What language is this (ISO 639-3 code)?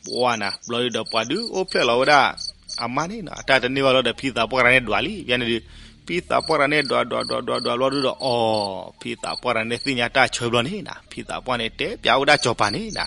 ksw